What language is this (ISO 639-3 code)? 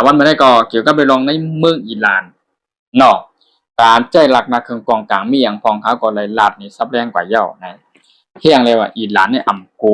shn